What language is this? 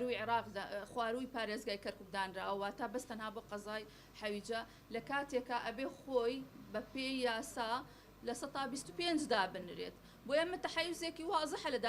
Central Kurdish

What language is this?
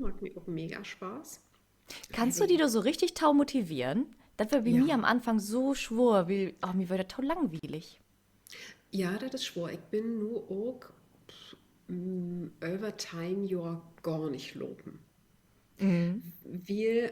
Low German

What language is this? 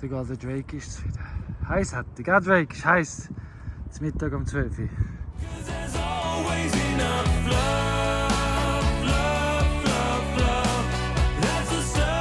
Swiss German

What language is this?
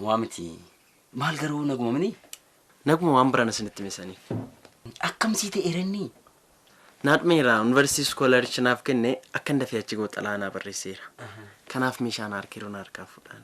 Oromo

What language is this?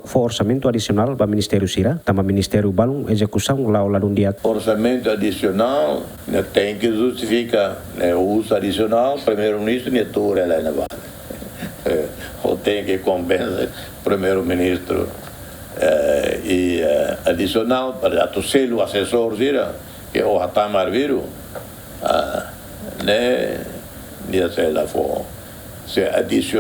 Tetum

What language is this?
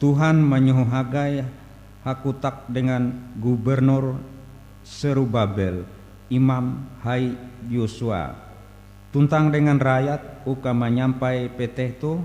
Ngaju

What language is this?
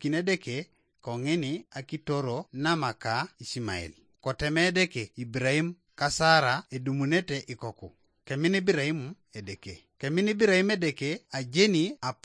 Teso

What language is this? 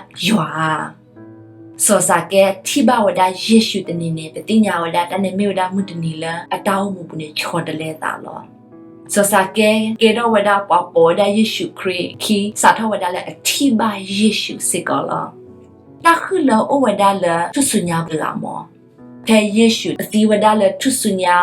S'gaw Karen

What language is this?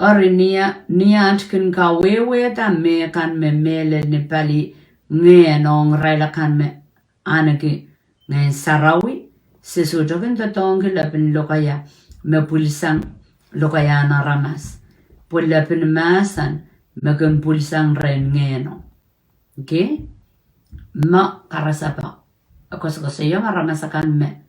Pohnpeian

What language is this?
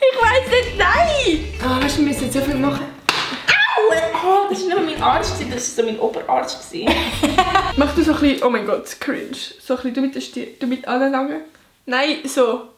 Swiss German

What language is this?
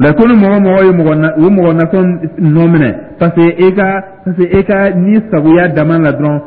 Dyula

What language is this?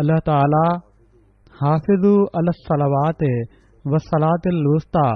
Sindhi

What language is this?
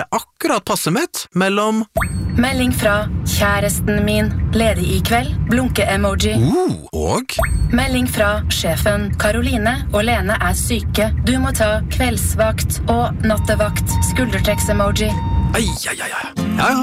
Norwegian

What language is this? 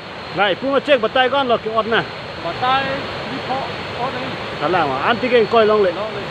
Karbi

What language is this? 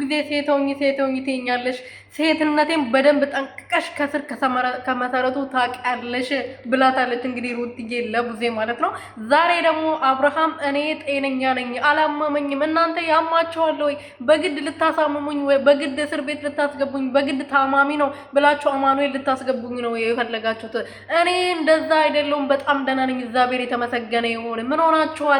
Amharic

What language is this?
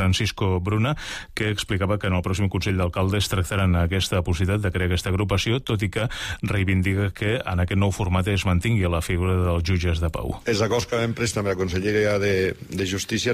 Catalan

